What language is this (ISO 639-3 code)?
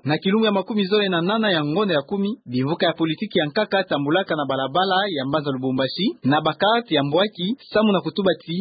ktu